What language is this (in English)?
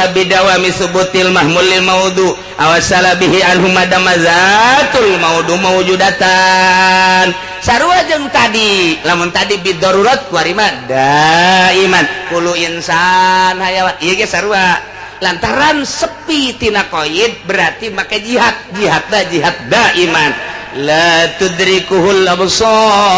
Sundanese